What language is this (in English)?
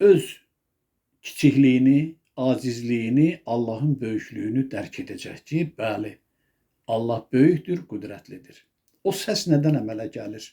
Azerbaijani